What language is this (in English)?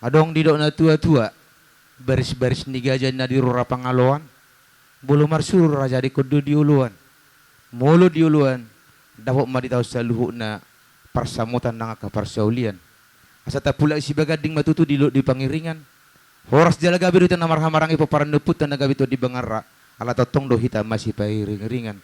Batak Toba